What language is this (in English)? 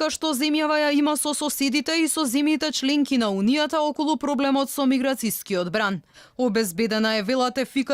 Macedonian